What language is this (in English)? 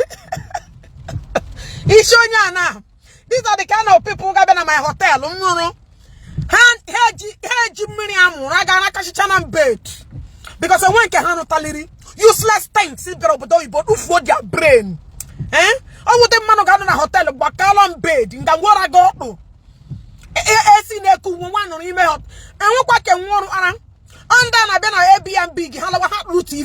Igbo